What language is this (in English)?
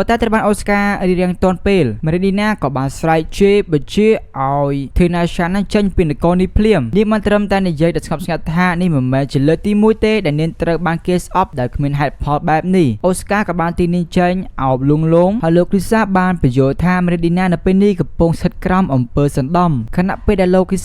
Khmer